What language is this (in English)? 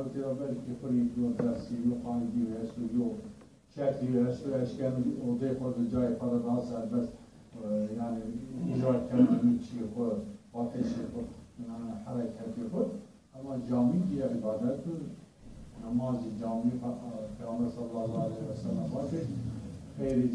Zaza